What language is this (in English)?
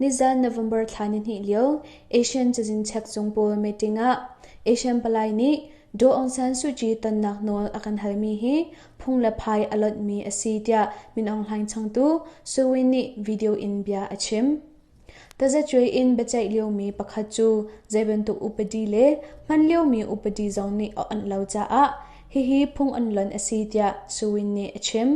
Hakha Chin